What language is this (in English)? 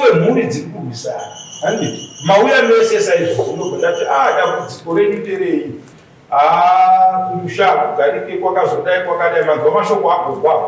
Shona